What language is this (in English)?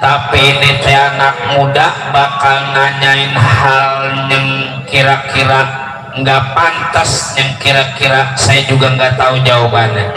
Betawi